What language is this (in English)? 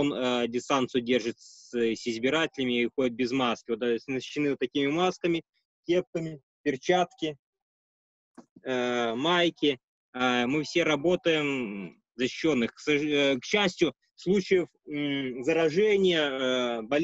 Russian